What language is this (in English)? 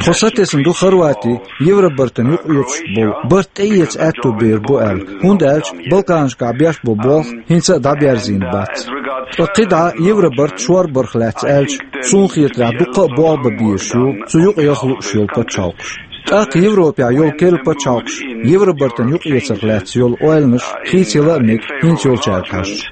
Chechen